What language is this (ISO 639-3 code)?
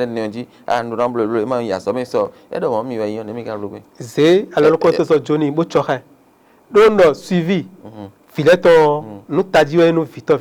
fon